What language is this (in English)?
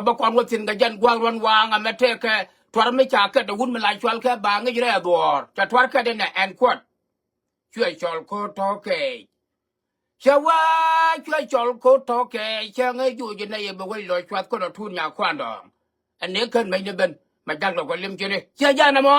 Nuer